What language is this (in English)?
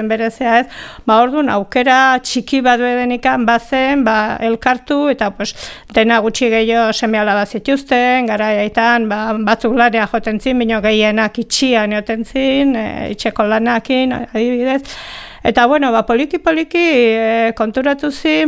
Basque